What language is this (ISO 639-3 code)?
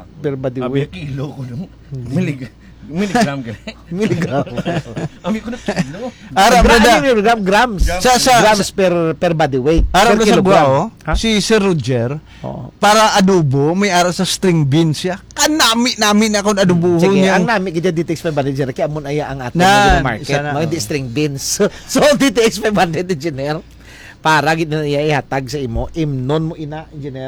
hil